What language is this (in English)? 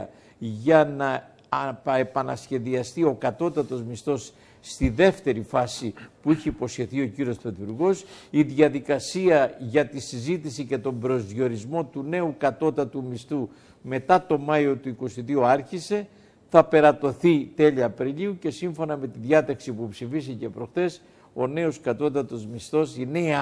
Greek